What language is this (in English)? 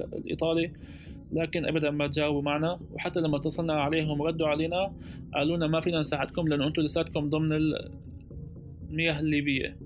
North Levantine Arabic